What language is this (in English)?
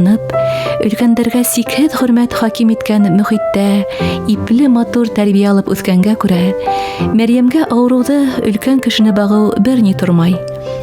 Bashkir